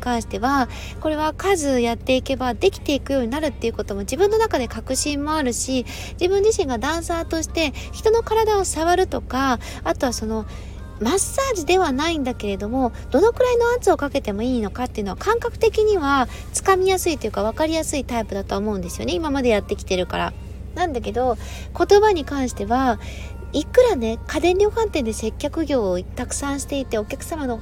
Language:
Japanese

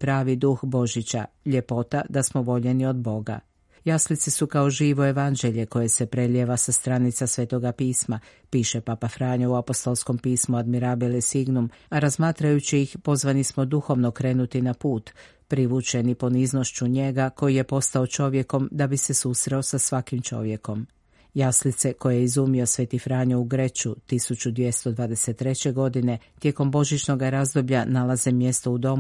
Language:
Croatian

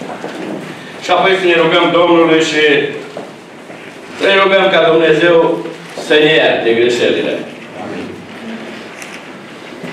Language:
Romanian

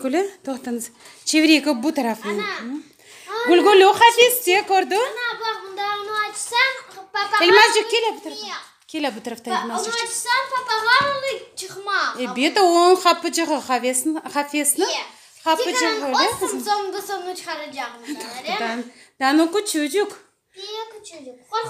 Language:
Crimean Tatar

